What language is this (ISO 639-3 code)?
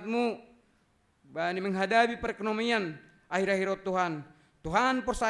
bts